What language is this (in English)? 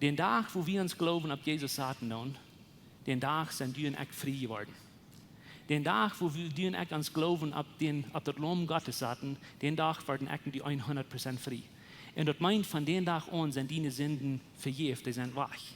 Plautdietsch